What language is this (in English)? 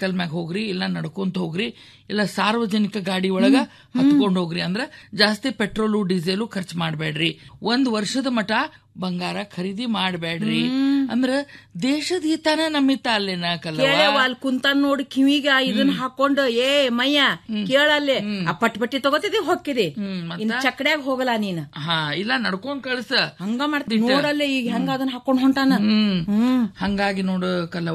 Kannada